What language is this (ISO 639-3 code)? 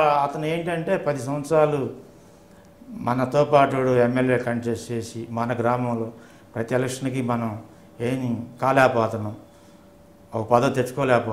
tel